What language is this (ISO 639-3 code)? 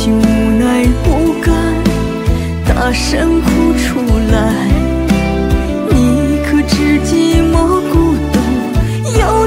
zho